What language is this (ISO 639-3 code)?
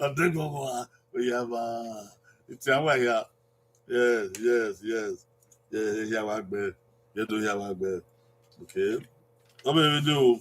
bin